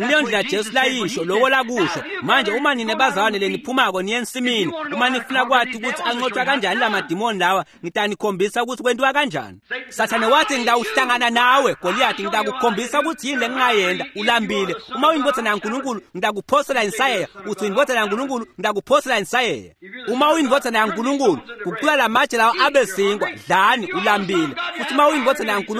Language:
Swati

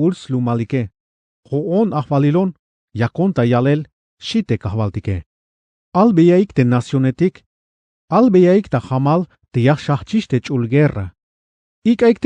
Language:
Tzeltal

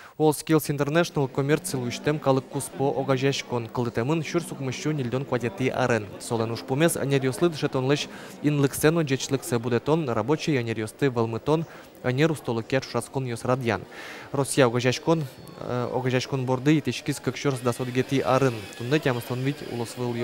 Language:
Udmurt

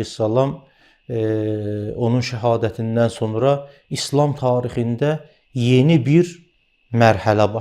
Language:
Azerbaijani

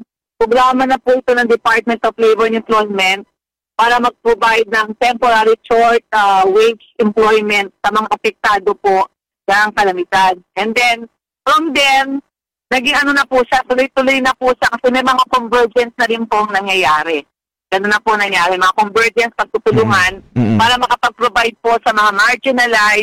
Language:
Filipino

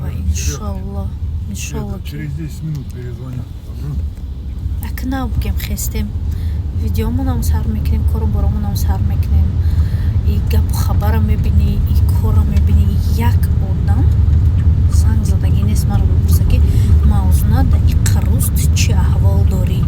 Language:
Tajik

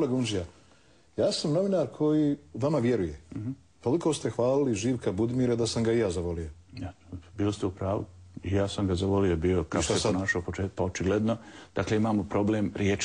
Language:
Bosnian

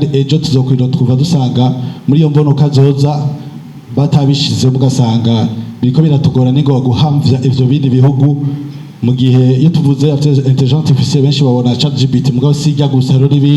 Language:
Rundi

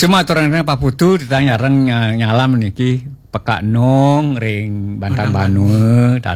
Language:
Balinese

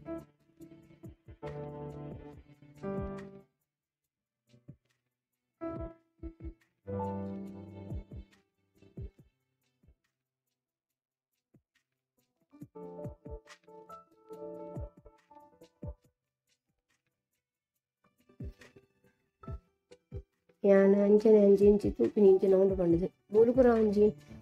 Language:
Tulu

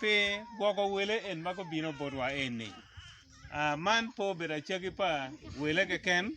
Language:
Acoli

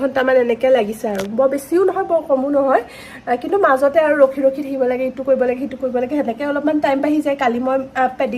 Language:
Assamese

